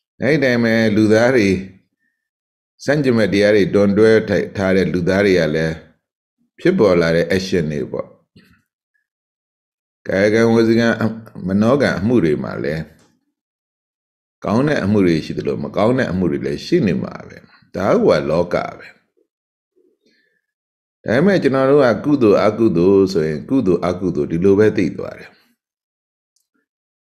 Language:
Burmese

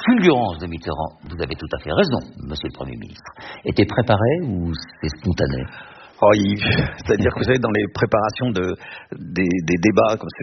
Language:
French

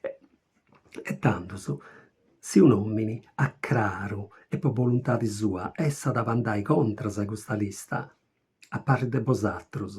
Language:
Sardinian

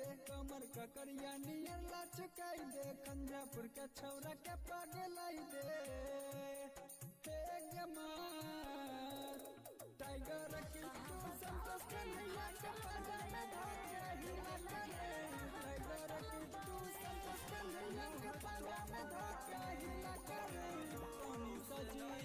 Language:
Bhojpuri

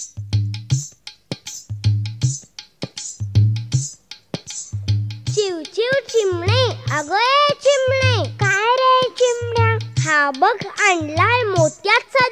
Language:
Marathi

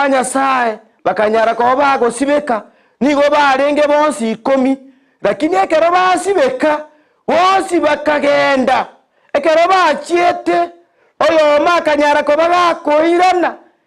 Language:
Gusii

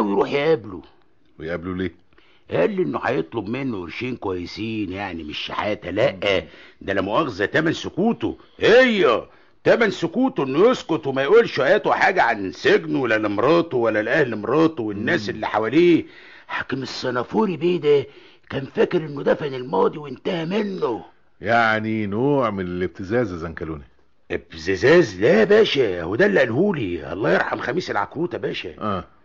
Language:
Egyptian Arabic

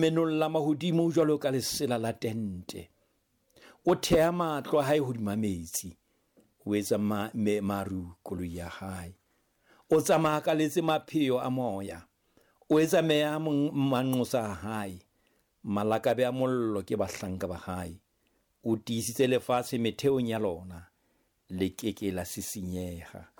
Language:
Southern Sotho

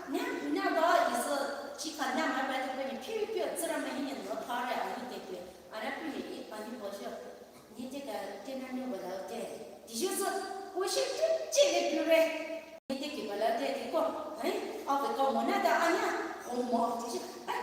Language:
Poumei Naga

